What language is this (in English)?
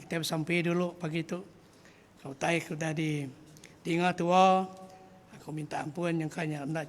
Iban